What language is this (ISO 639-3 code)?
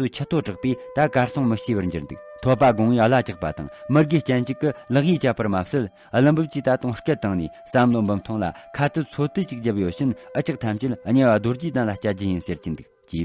bod